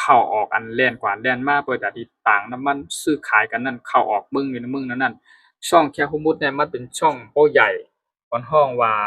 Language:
Shan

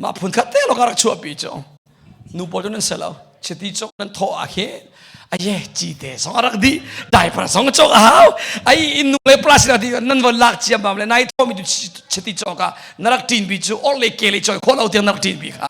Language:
Hakha Chin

